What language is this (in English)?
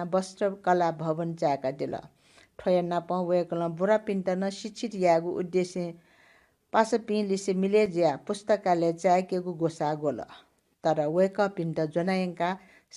Newari